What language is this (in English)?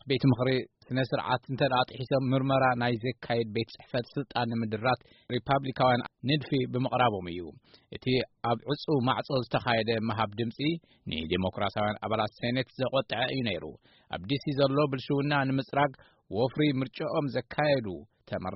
Tigrinya